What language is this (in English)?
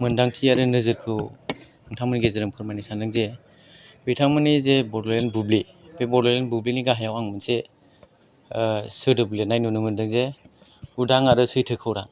Bodo